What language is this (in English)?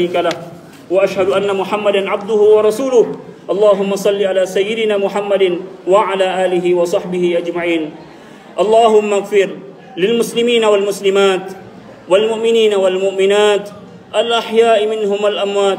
Makasar